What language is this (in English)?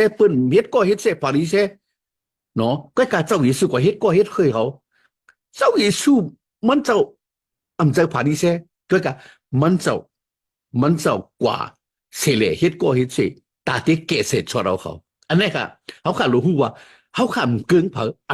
Shan